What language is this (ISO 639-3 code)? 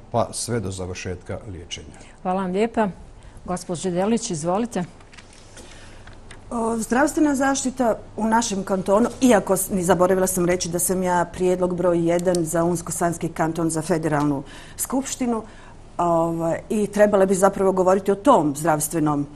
bos